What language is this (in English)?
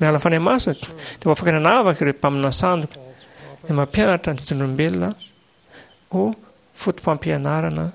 Malagasy